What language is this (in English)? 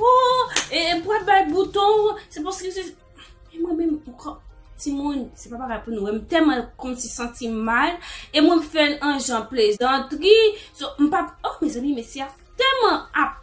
Haitian Creole